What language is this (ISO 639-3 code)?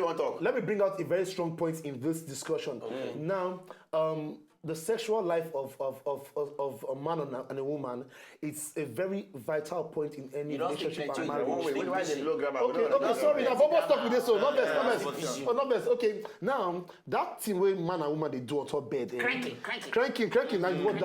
pcm